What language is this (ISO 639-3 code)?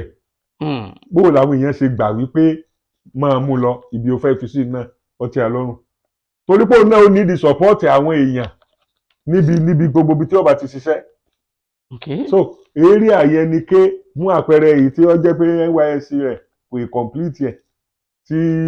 yor